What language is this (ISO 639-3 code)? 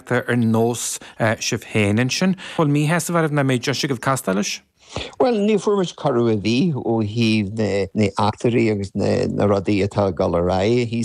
gle